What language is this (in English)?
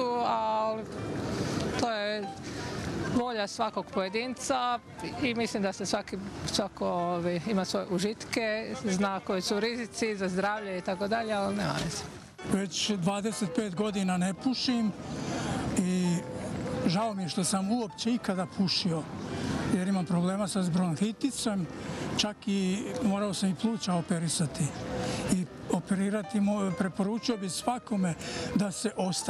Croatian